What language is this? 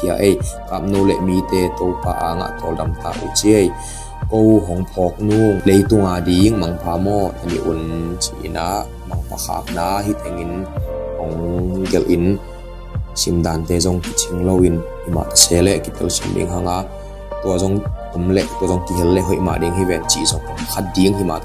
Tedim Chin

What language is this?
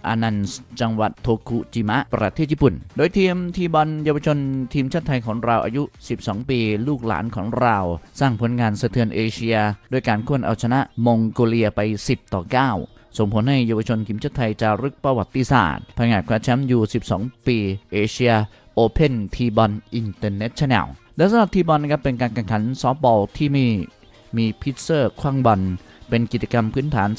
Thai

